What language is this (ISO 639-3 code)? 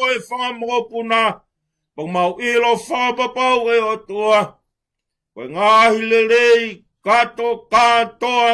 ton